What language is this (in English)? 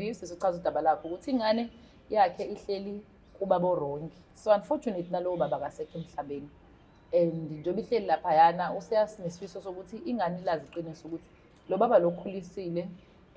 Zulu